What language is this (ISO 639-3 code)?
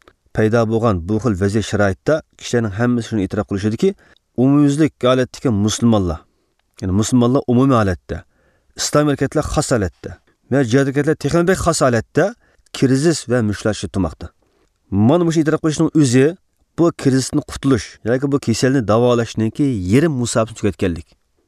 uig